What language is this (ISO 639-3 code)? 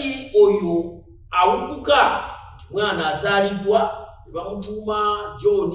lug